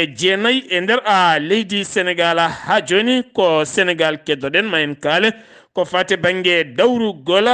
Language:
Fula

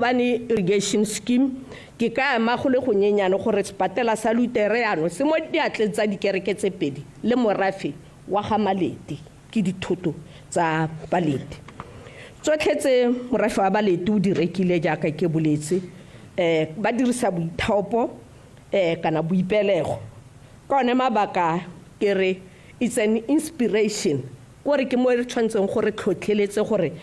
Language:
Tswana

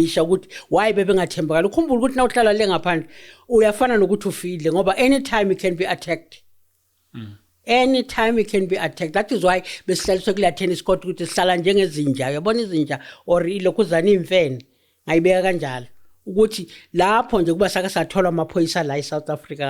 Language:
Zulu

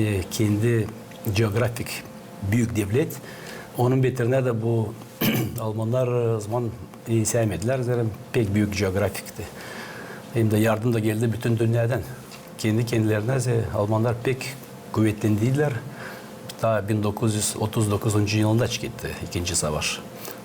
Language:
Gagauz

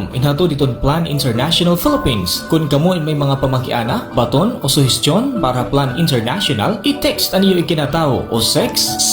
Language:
Waray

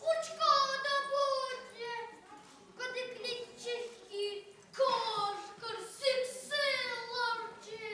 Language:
Chuvash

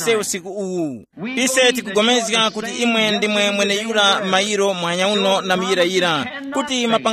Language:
Tumbuka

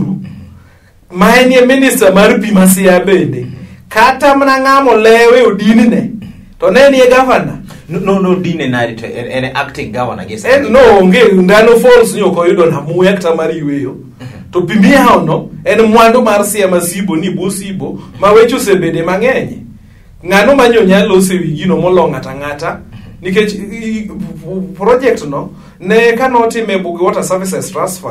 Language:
Luo (Kenya and Tanzania)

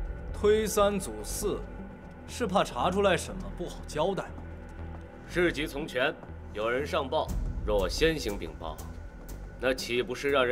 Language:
Chinese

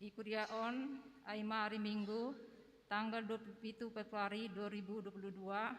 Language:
Batak Simalungun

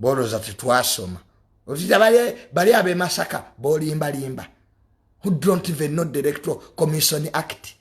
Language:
Ganda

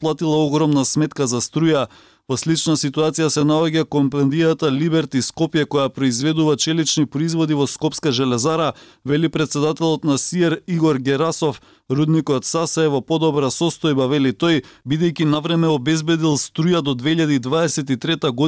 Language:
Macedonian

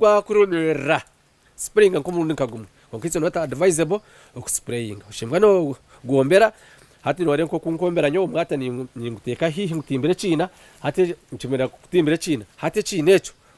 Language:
Nyankole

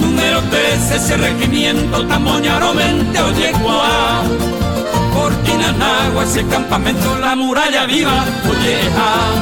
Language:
Guarani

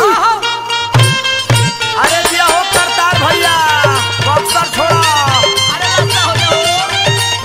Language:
Bhojpuri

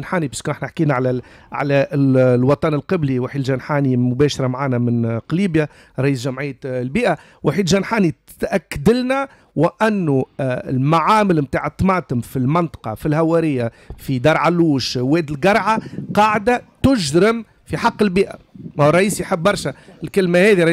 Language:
Tunisian Arabic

